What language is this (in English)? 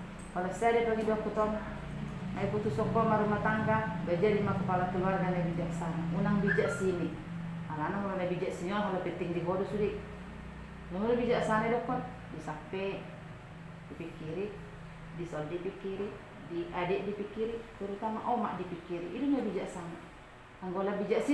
Batak Toba